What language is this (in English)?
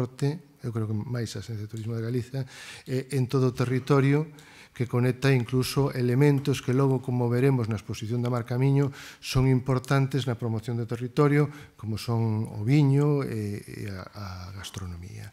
Galician